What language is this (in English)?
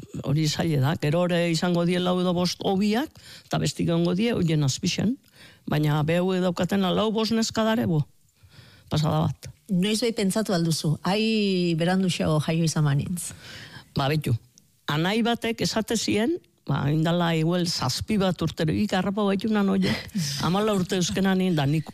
Basque